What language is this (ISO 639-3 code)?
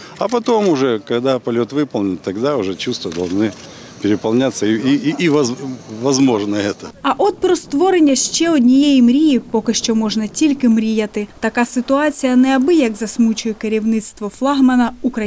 ukr